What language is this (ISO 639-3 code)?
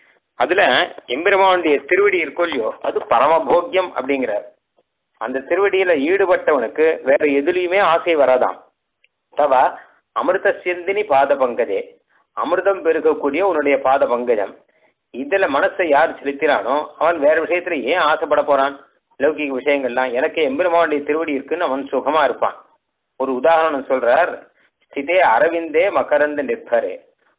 tam